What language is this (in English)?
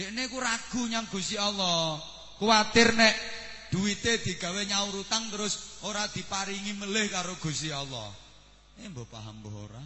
Javanese